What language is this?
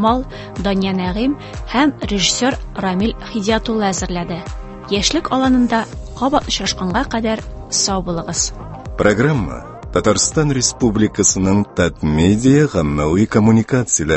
Tatar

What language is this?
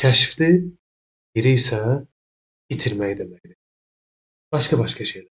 Azerbaijani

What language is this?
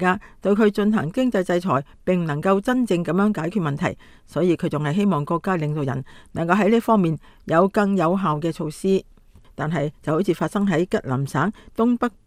Cantonese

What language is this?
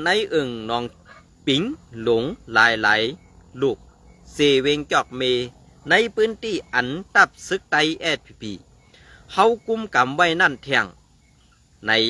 Shan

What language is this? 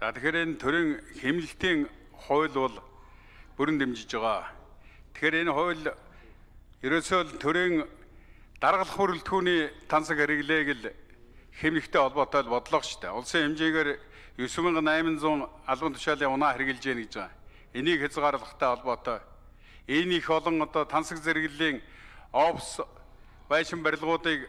Mongolian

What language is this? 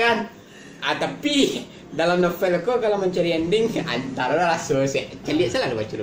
Minangkabau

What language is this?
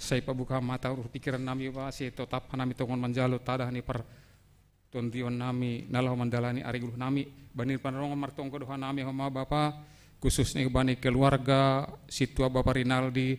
Batak Simalungun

